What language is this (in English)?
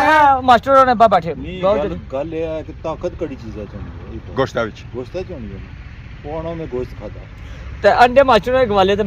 Pahari-Potwari